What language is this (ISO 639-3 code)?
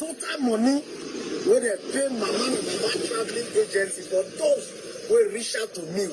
pcm